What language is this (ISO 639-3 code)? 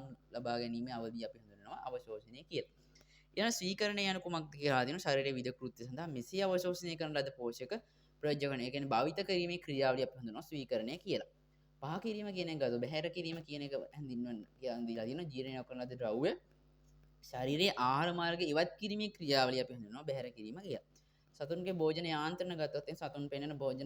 sin